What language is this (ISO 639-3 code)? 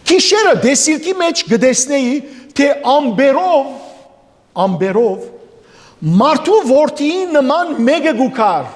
hyw